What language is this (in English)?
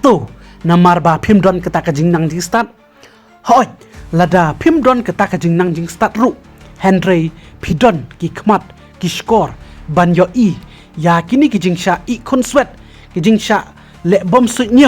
Khasi